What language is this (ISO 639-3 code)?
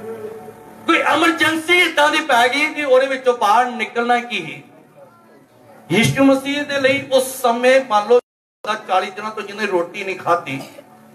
pan